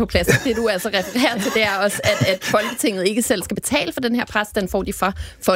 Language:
Danish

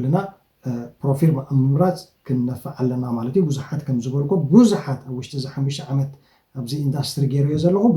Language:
Tigrinya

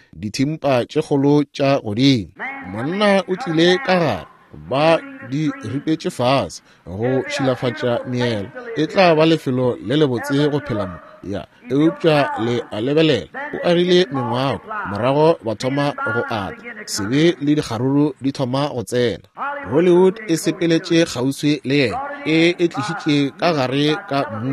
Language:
Northern Sotho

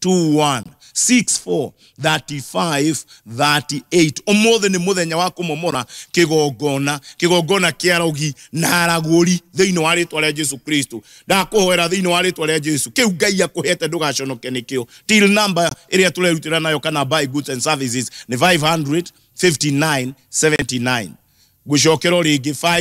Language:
Kikuyu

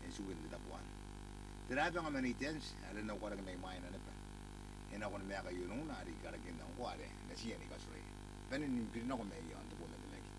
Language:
Gilbertese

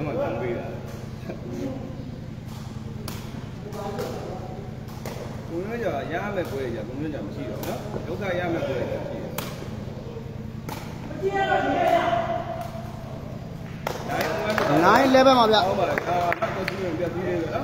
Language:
Burmese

